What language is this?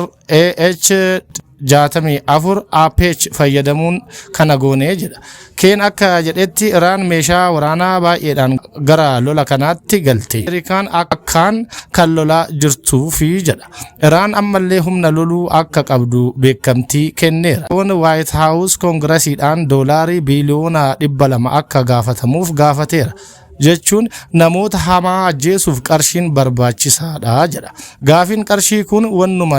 Oromo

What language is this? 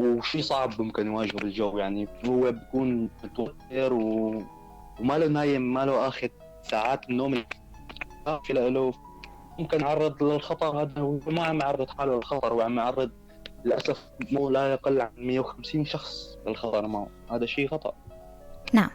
North Levantine Arabic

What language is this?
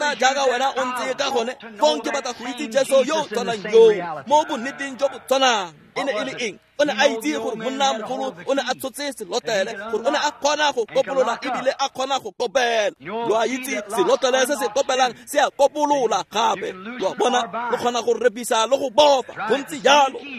Tswana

